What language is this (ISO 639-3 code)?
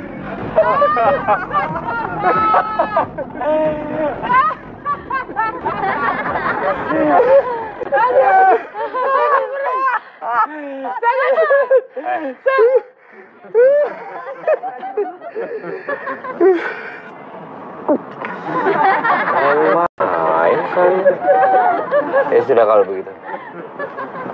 ind